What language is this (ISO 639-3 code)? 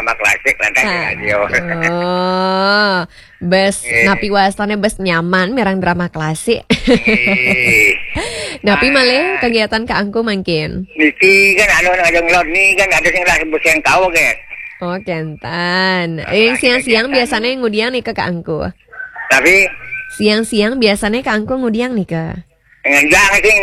ban